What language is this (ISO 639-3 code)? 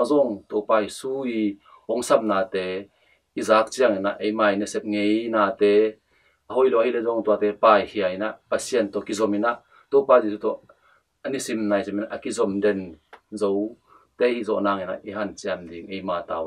ctd